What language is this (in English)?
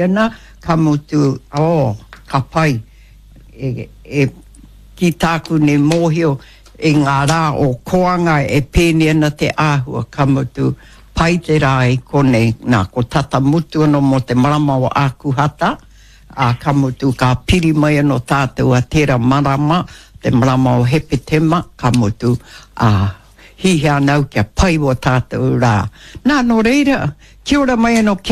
Māori